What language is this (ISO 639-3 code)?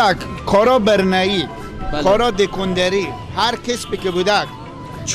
fas